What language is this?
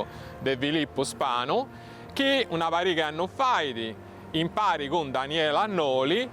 Sardinian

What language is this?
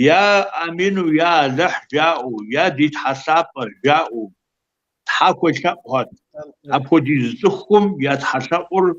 Kabardian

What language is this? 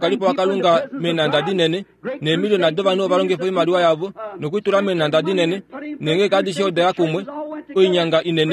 Kuanyama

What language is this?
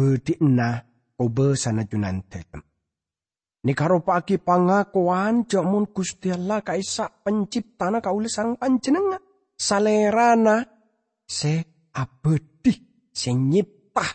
Madurese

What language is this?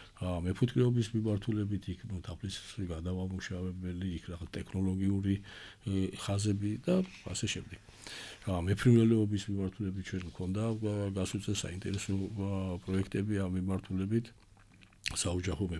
Georgian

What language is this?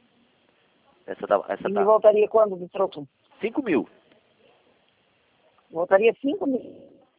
Portuguese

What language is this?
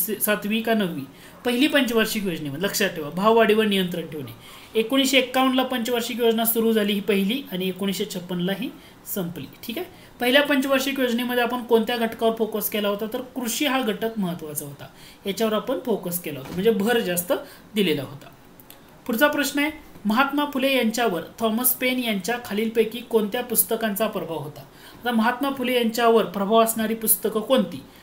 Marathi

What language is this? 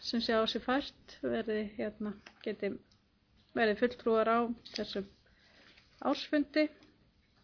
Icelandic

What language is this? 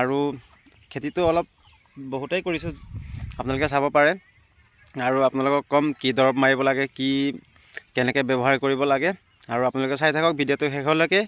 Assamese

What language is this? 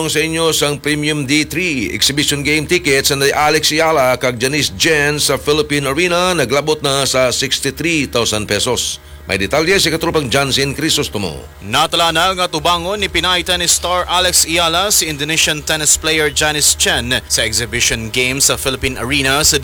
Hiligaynon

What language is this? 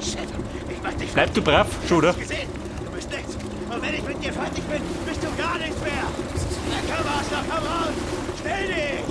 Bavarian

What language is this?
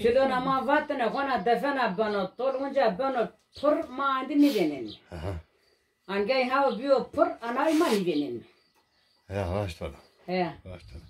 Zaza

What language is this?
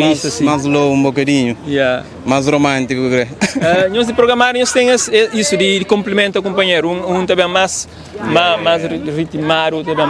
Kabuverdianu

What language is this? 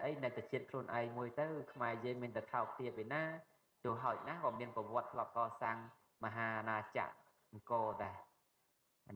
Khmer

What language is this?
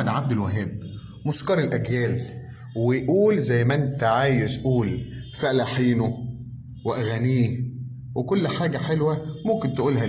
Egyptian Arabic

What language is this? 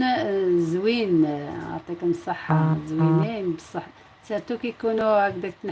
Algerian Arabic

